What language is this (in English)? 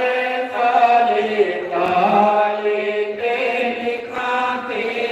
Dogri